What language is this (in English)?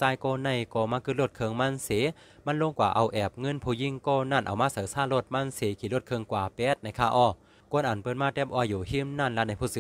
Shan